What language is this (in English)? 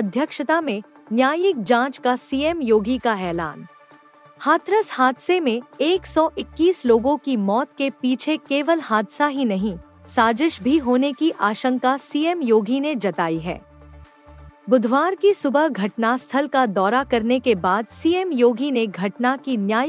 Hindi